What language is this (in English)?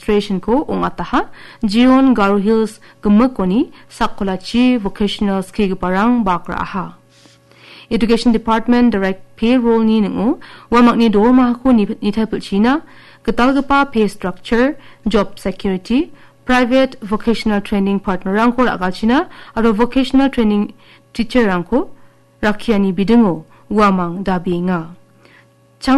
Garo